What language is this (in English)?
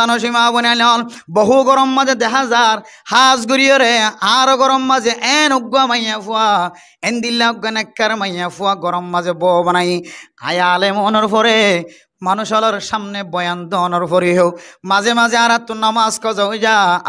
Rohingya